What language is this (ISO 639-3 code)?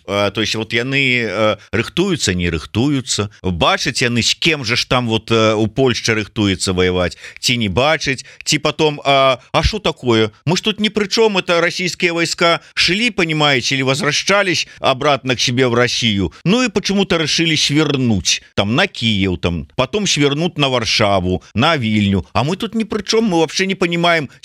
bel